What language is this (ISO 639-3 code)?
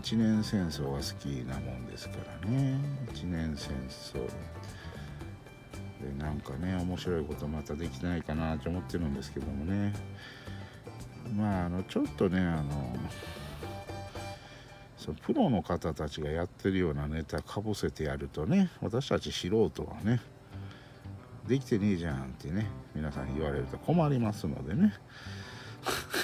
jpn